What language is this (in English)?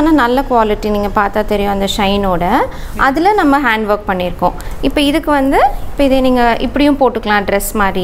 Tamil